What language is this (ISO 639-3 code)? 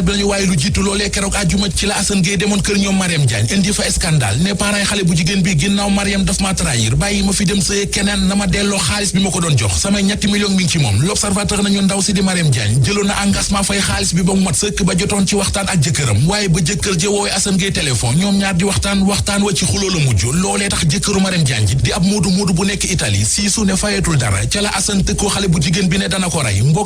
wol